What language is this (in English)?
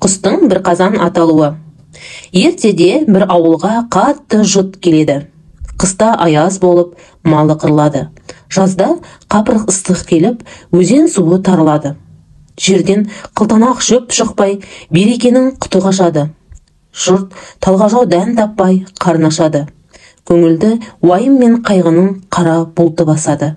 Kazakh